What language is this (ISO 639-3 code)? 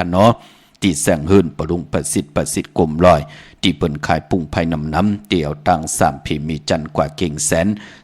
shn